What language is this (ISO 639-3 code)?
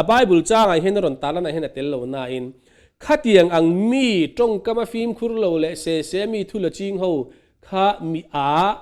lus